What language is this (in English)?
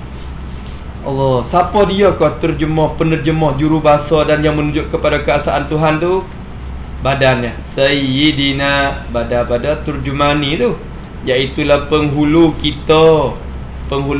Malay